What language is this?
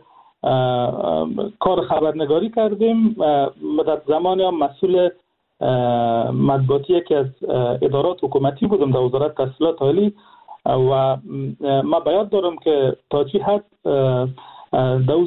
Persian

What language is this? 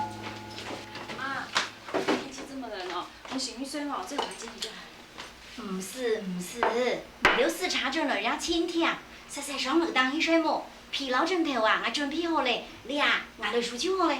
Hakka Chinese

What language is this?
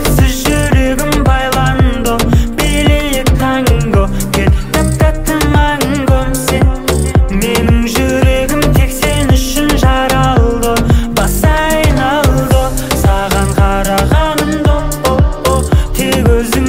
Kazakh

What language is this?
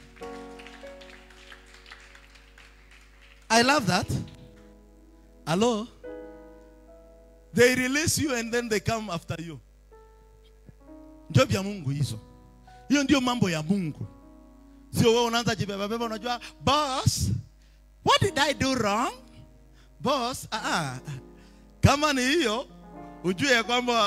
Swahili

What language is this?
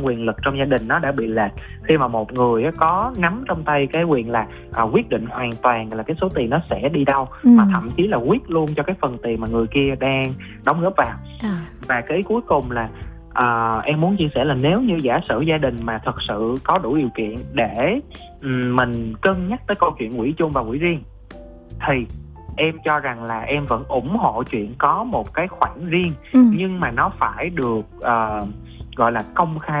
Vietnamese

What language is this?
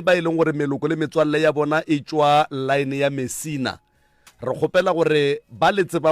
Northern Sotho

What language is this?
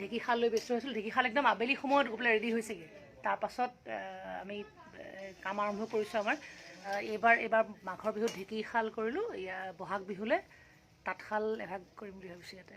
Assamese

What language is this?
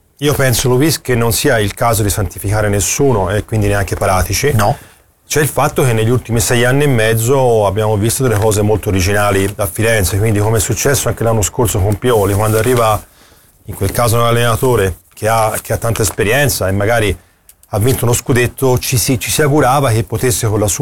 Italian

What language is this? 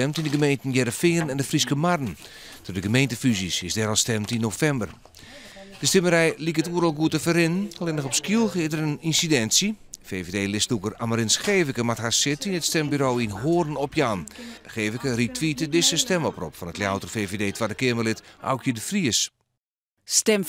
Western Frisian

